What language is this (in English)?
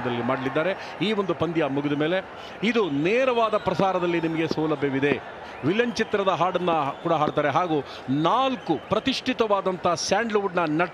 Kannada